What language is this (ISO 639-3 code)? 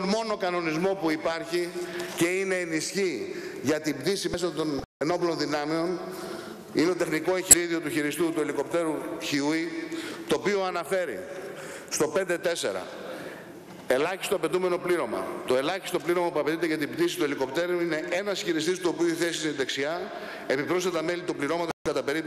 ell